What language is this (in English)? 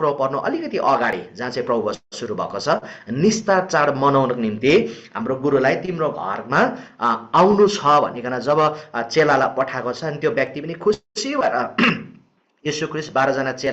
Nepali